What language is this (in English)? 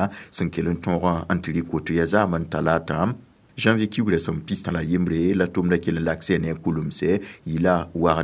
Mossi